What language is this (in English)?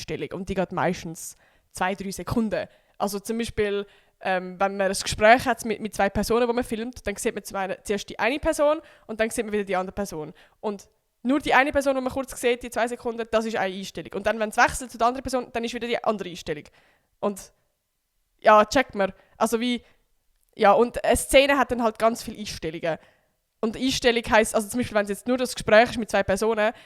Swiss German